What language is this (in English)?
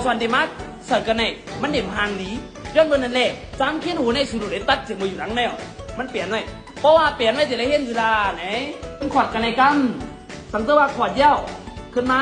Shan